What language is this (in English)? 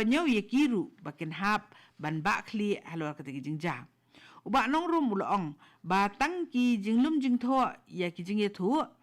Khasi